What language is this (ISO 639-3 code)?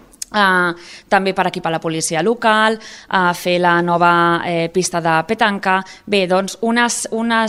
cat